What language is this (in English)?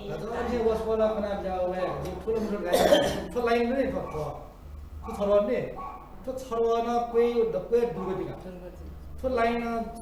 Newari